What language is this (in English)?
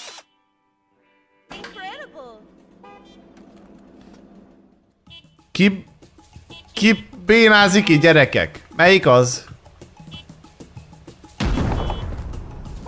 Hungarian